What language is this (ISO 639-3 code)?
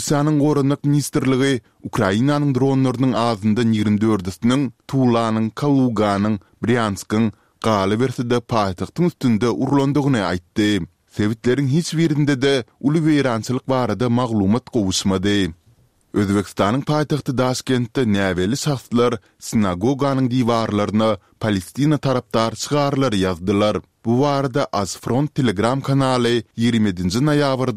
tuk